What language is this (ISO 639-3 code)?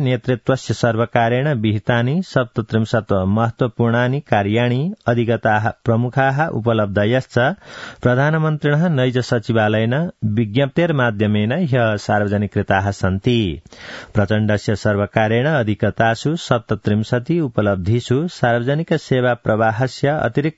san